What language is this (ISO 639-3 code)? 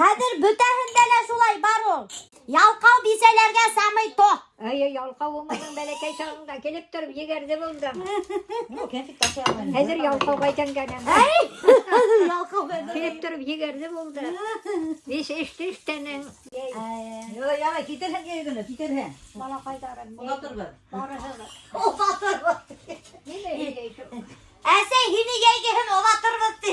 bak